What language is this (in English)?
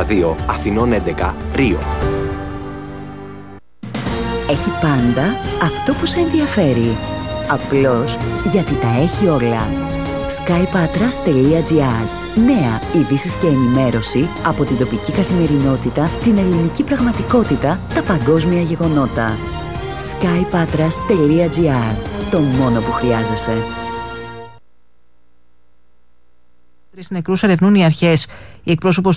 Greek